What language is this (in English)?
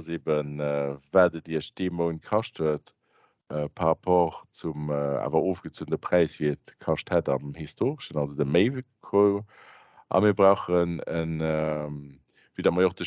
Luxembourgish